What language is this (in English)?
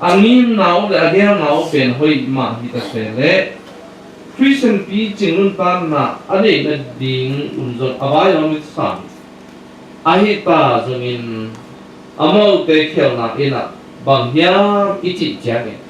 Tedim Chin